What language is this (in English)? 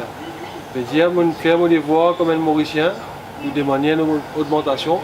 Morisyen